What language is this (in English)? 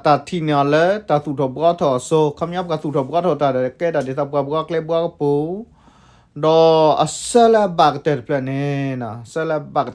S'gaw Karen